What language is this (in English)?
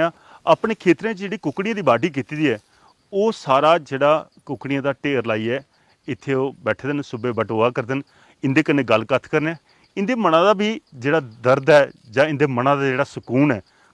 Dogri